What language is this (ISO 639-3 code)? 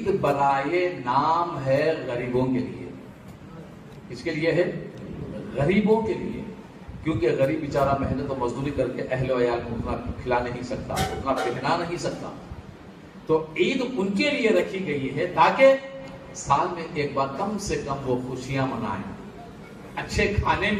urd